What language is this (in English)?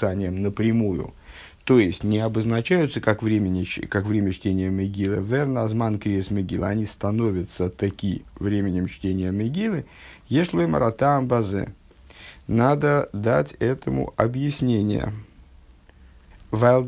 Russian